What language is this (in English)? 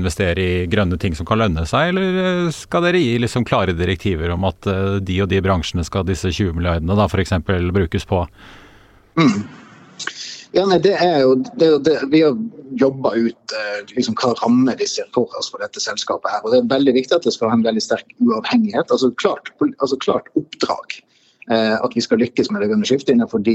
Norwegian